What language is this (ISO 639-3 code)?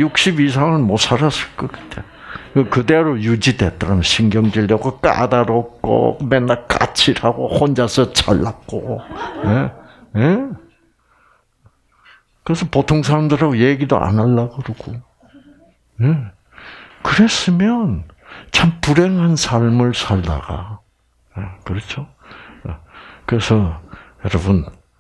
kor